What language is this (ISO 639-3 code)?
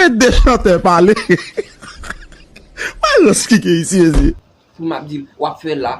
hat